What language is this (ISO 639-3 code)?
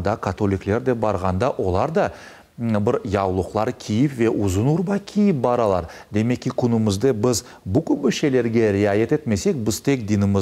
crh